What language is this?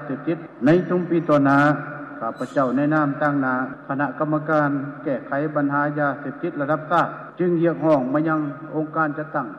Lao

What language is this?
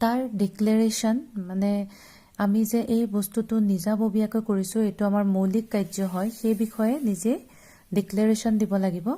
Assamese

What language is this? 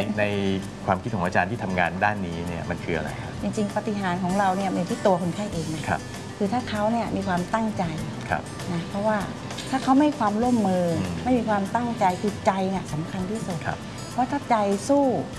Thai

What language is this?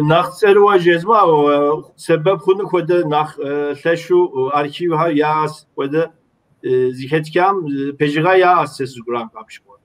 Kabardian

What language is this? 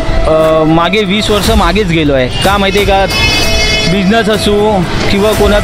Marathi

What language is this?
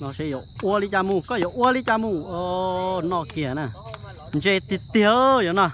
Hmong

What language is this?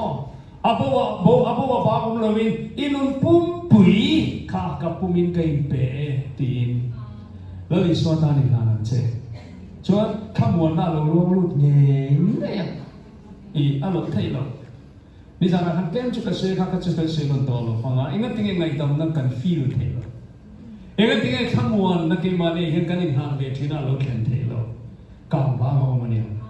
Mizo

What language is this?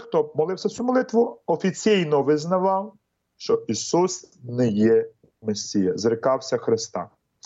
Ukrainian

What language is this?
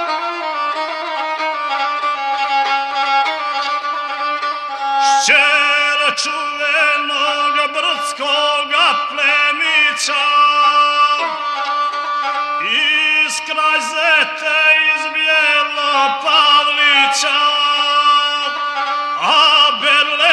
Serbian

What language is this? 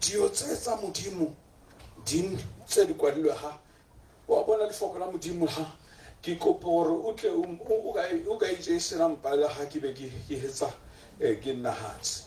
Tswana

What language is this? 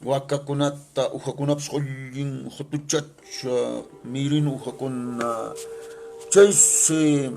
Quechua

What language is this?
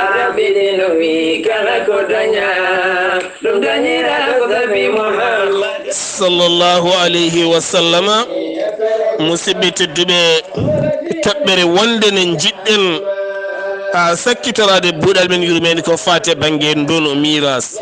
Fula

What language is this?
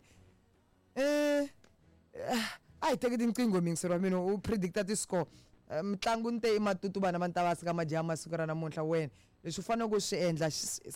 Tsonga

